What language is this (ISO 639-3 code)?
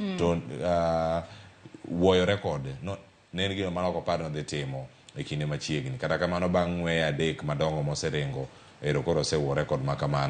luo